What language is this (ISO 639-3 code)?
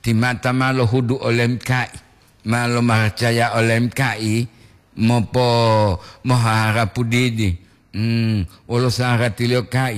gor